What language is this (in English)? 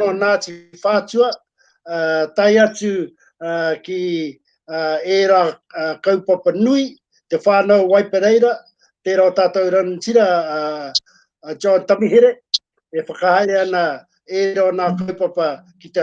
Māori